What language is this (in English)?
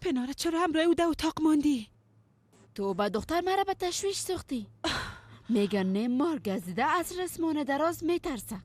Persian